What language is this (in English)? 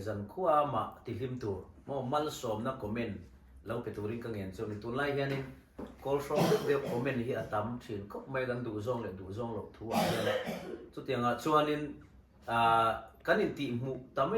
Mizo